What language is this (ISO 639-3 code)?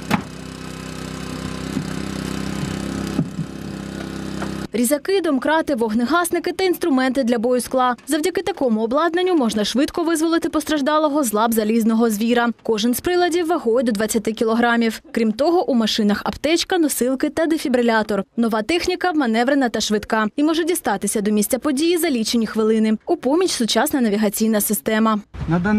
ukr